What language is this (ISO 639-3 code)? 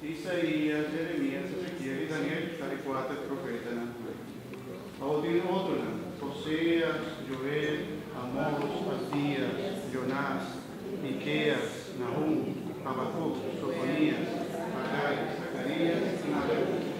pap